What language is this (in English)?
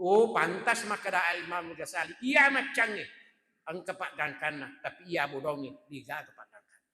Buginese